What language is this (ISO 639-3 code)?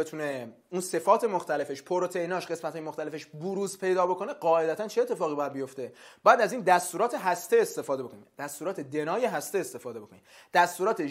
fas